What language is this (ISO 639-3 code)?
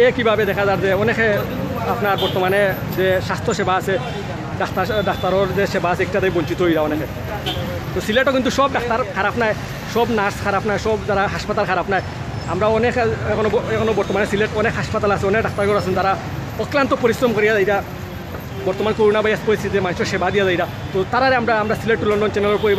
syl